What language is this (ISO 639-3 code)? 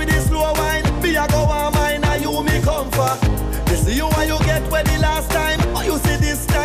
jam